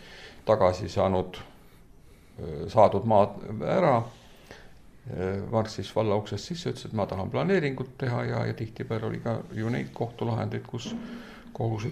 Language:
Estonian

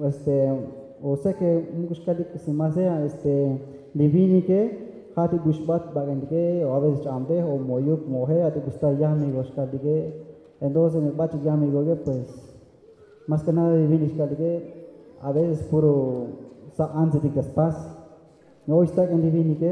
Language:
Tzotzil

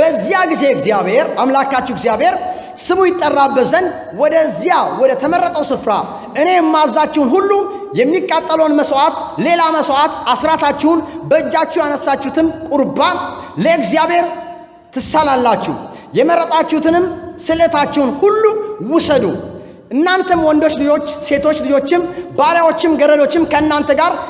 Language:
Amharic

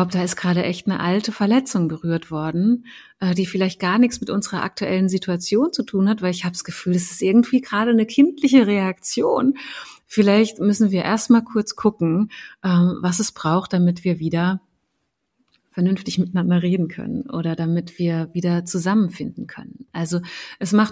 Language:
German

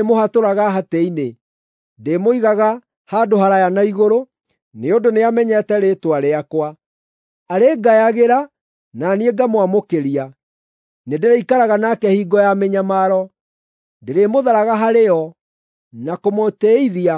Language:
Kikuyu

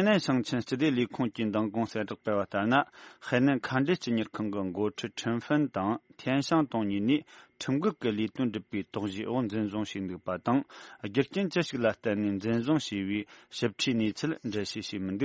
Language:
Tibetan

